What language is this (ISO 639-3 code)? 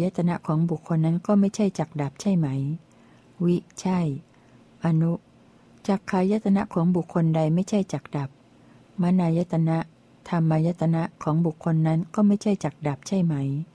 tha